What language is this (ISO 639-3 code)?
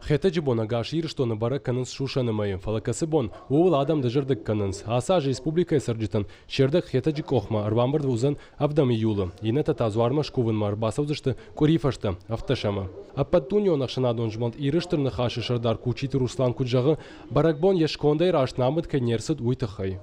oss